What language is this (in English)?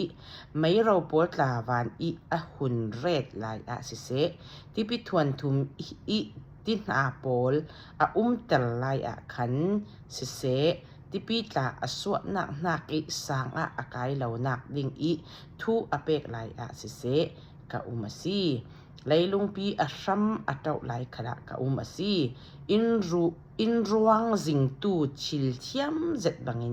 Falam Chin